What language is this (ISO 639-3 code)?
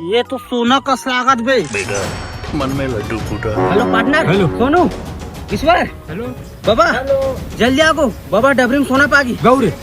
hne